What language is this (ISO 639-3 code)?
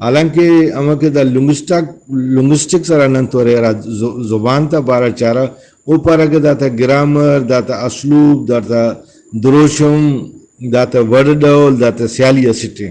brh